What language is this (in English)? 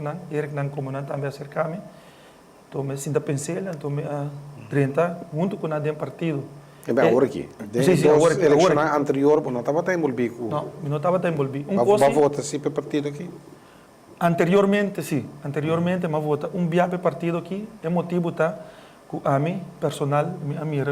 Papiamento